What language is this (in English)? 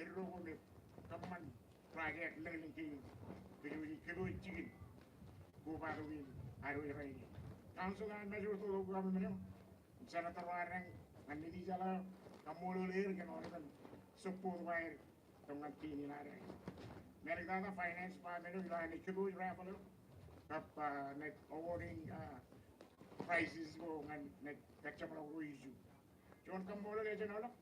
Marshallese